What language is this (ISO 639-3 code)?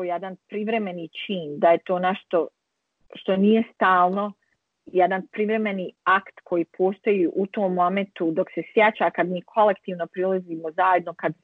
bos